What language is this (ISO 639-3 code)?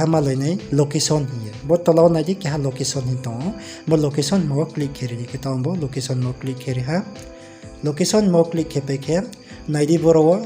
ria